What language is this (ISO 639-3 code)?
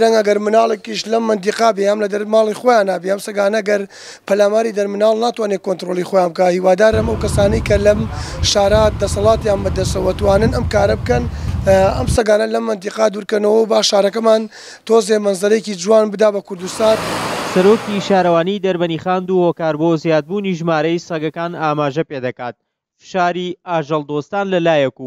ckb